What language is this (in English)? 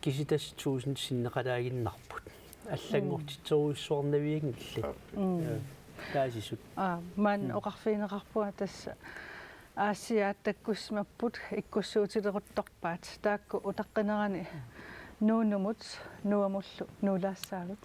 Kalaallisut